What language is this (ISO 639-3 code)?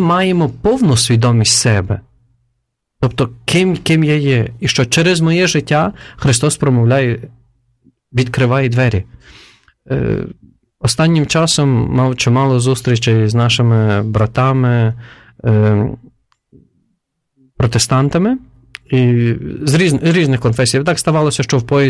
ukr